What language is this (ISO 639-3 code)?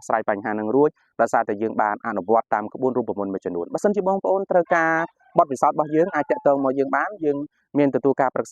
khm